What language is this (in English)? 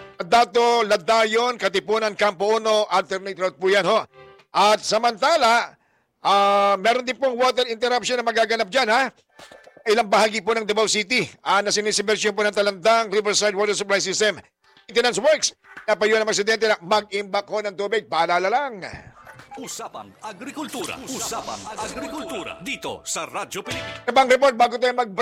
Filipino